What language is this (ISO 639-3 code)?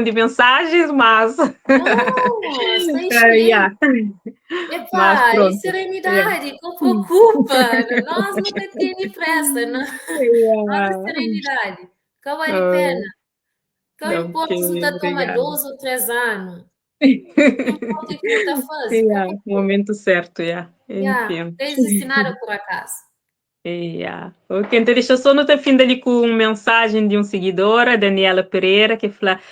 kea